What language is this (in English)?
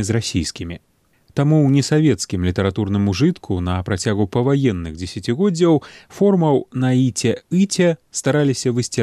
Belarusian